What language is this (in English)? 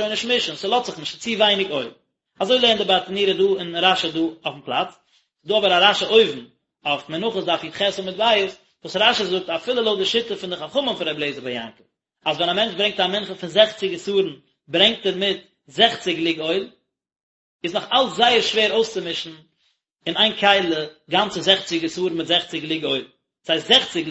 Yiddish